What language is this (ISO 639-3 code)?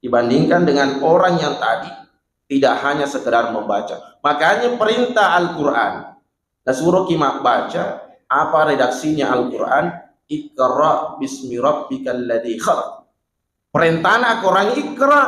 bug